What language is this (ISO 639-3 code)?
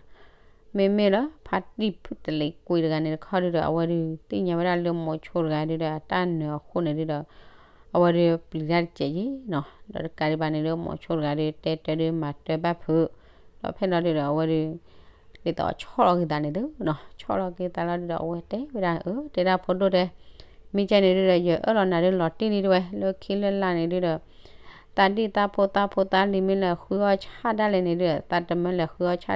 ksw